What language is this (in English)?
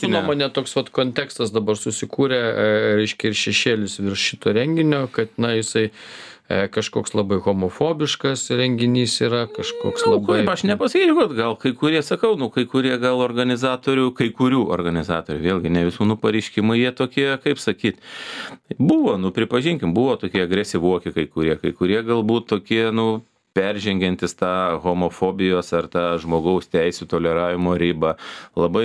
Lithuanian